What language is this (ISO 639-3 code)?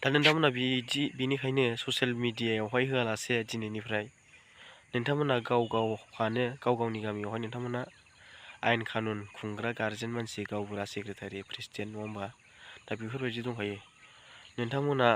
brx